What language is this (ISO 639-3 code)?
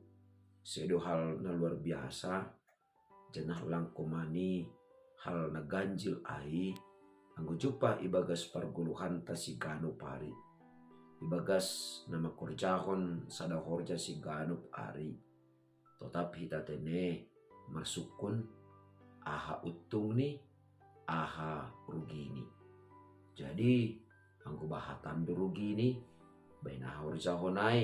bts